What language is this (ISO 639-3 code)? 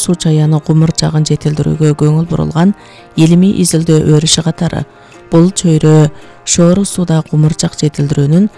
kir